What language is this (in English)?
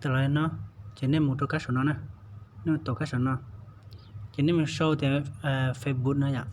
Hmong